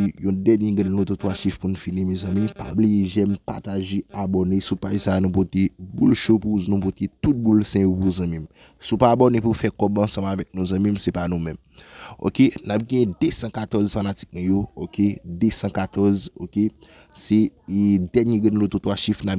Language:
Haitian Creole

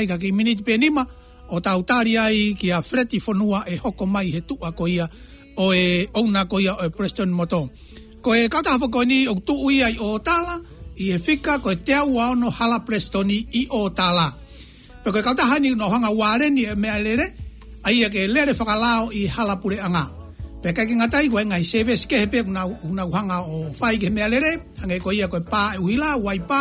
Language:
Tongan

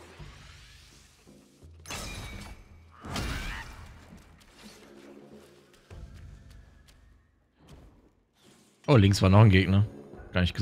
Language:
German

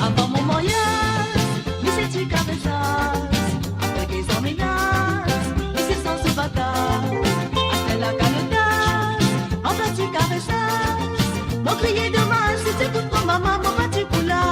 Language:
Morisyen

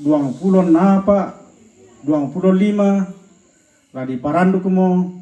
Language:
Toraja-Sa'dan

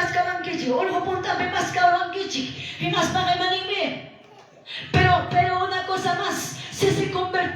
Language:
Quechua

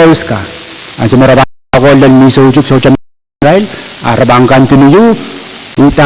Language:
Pohnpeian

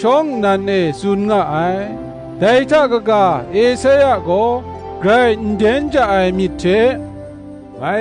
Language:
Kachin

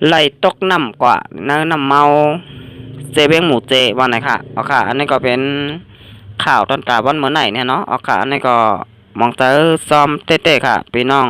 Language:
Shan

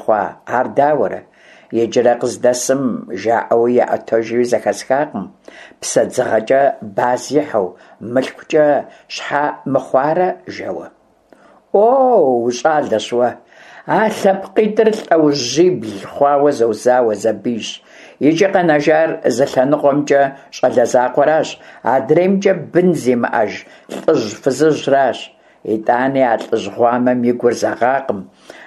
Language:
Kabardian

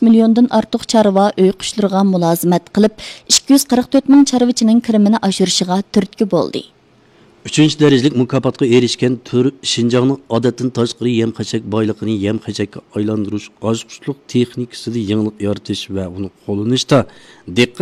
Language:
Uyghur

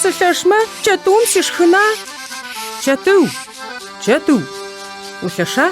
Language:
Adyghe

